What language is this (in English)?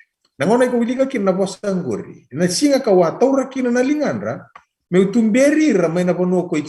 Fijian